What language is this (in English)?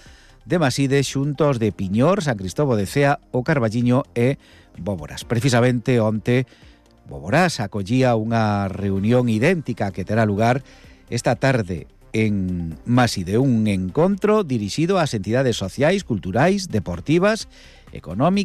Galician